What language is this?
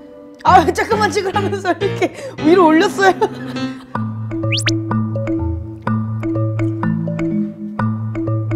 Korean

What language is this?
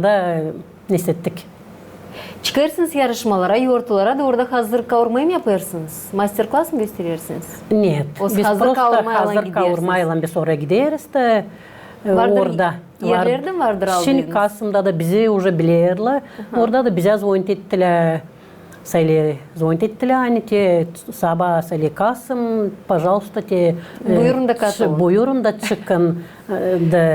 Gagauz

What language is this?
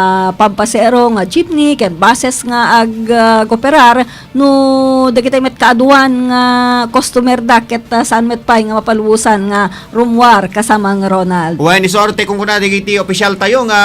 Iloko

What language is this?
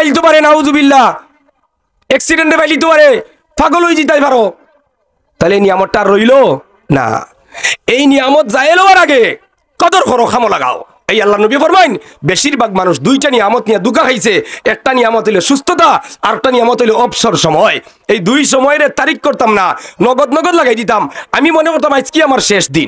Sylheti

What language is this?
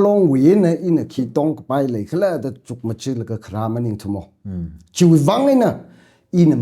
Tangkhul Naga (India)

